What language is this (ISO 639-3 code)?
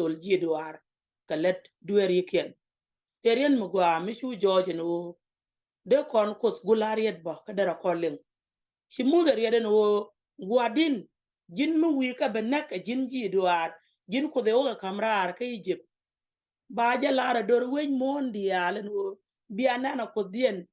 nus